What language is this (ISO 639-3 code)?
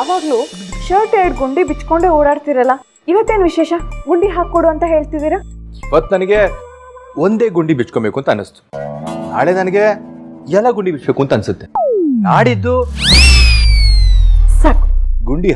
kan